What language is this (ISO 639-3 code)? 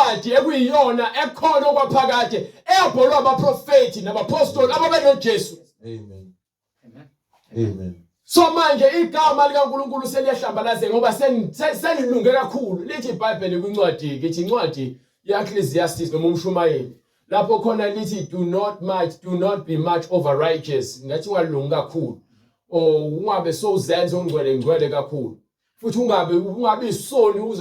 zul